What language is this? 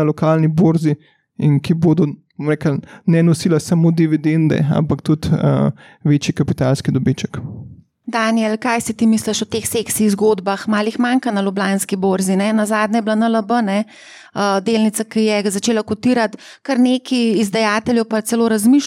Slovenian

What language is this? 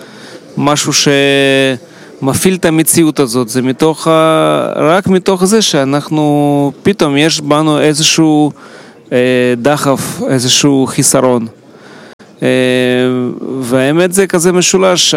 Hebrew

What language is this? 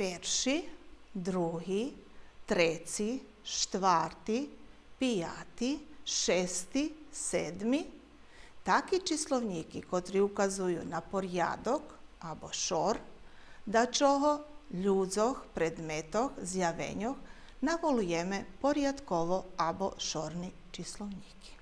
Rusyn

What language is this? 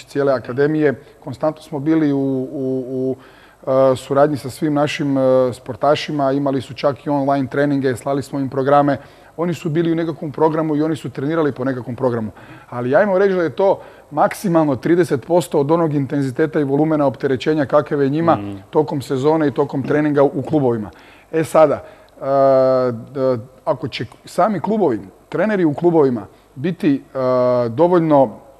Croatian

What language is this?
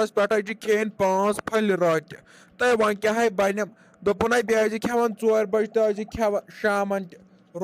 Kashmiri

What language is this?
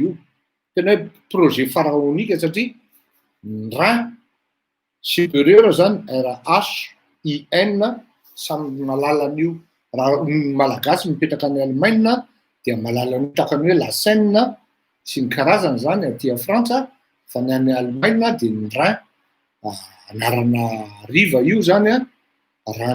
Malagasy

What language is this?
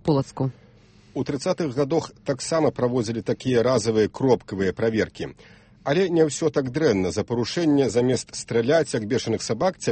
Belarusian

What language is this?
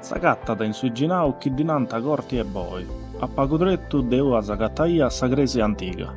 Sardinian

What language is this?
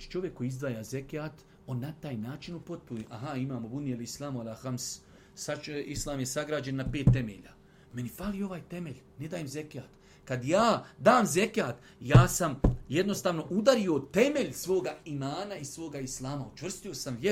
Bosnian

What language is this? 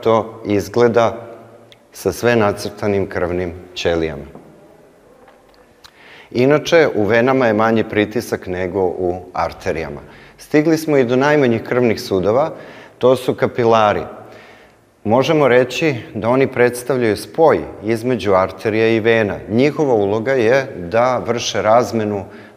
Serbian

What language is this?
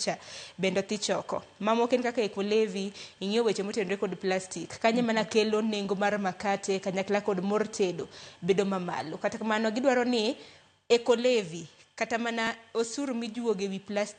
Luo (Kenya and Tanzania)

